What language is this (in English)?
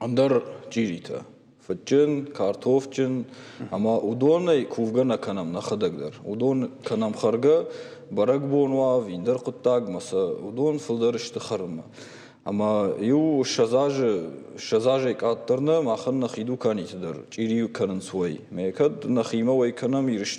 Ossetic